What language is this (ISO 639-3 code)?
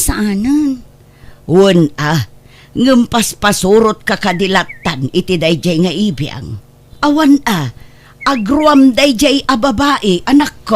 ilo